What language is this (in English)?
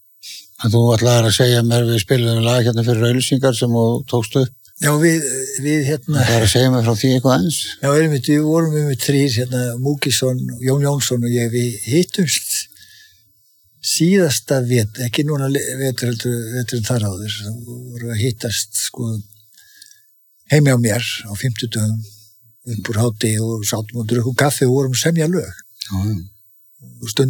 Icelandic